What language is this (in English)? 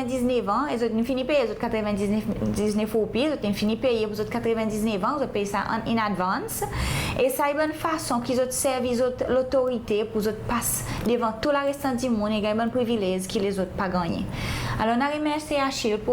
Seselwa Creole French